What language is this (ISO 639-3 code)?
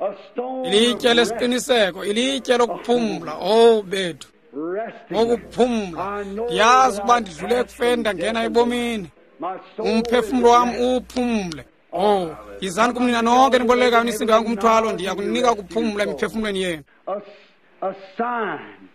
xho